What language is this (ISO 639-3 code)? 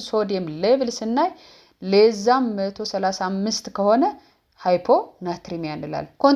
amh